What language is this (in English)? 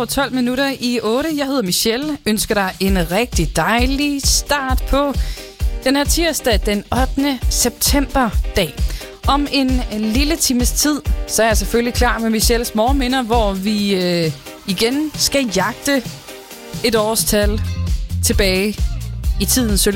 Danish